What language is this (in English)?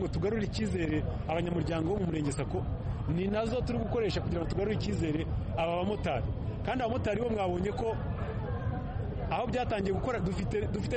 Kinyarwanda